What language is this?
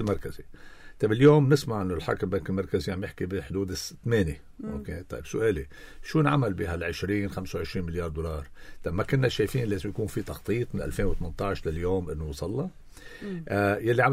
North Levantine Arabic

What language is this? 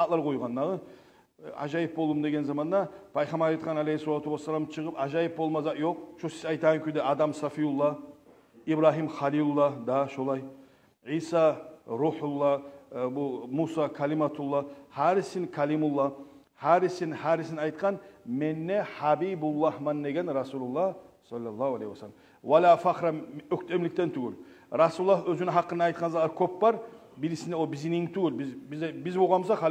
Kumyk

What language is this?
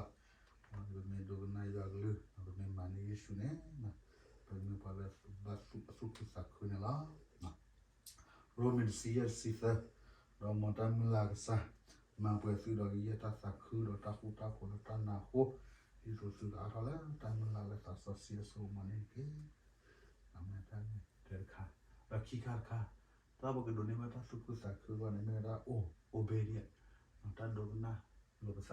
S'gaw Karen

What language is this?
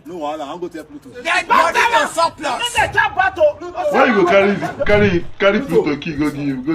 Nigerian Pidgin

